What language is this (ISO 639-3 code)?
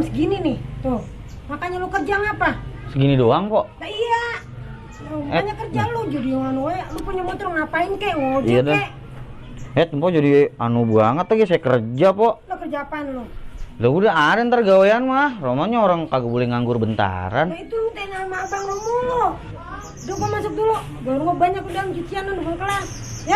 bew